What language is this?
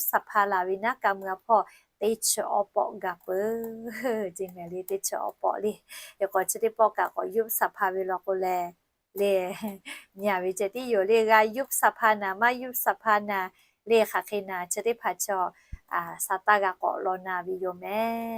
Lahu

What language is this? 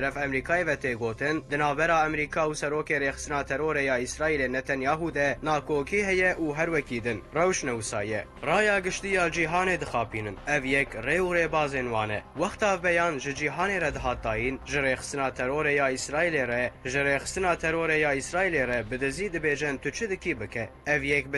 Kurdish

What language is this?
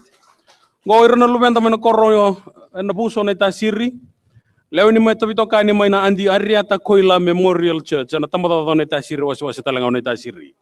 Fijian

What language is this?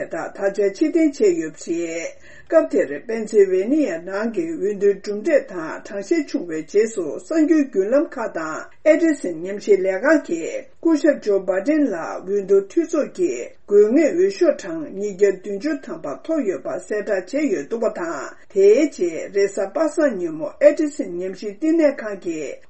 Tibetan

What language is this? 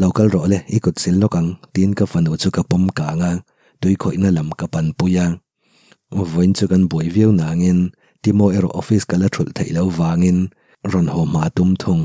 Mizo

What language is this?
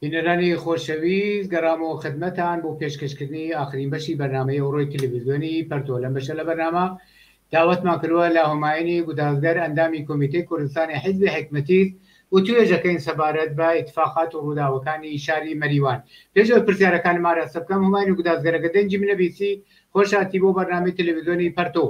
Central Kurdish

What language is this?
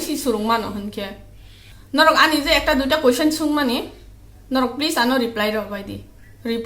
Kok Borok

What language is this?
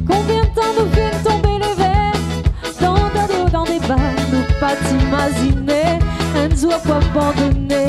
Réunion Creole French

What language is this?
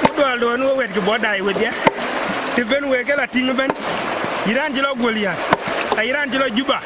Dinka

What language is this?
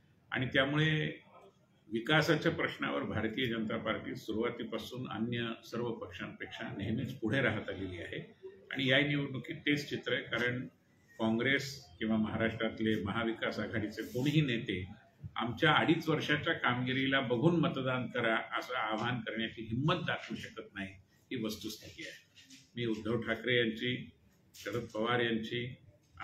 Marathi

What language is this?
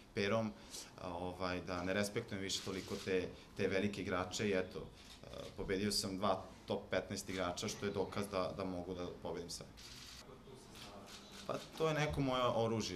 Serbian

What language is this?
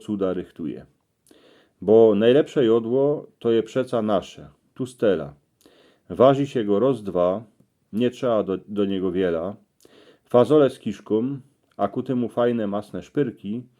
Silesian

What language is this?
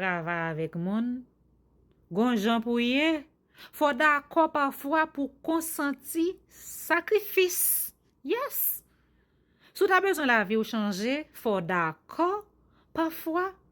Haitian Creole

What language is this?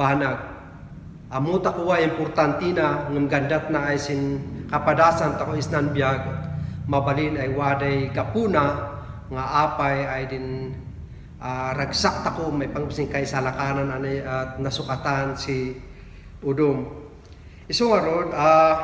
Kankanaey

